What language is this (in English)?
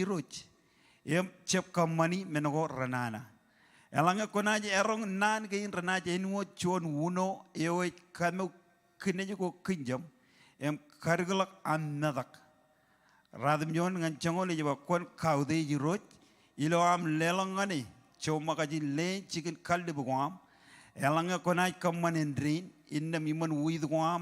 Marshallese